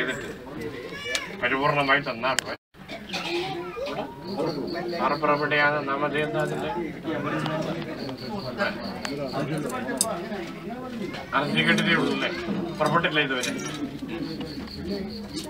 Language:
Malayalam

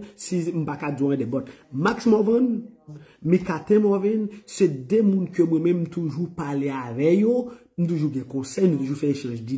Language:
Haitian Creole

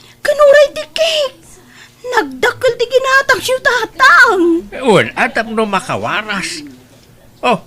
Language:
Iloko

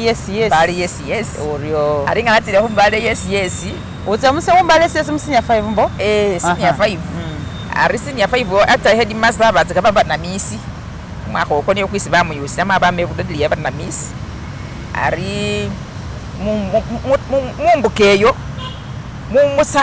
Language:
Masaaba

